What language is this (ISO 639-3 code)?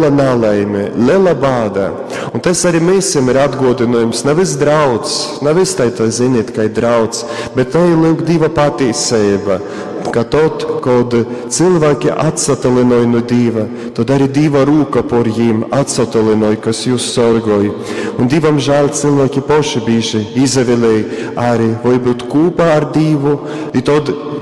ltg